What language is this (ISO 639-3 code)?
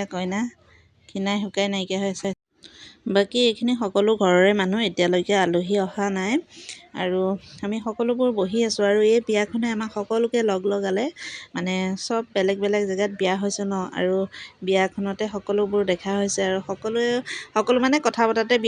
asm